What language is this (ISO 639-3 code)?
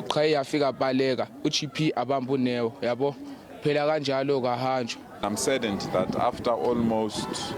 ven